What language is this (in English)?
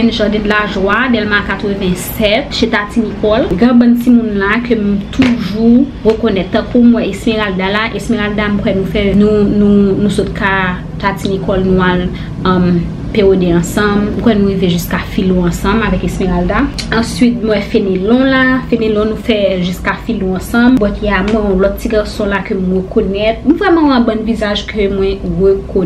Haitian Creole